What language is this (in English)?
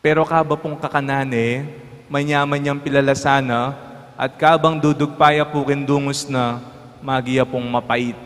Pampanga